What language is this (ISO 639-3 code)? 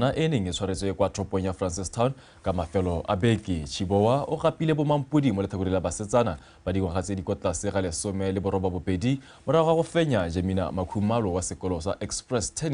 tsn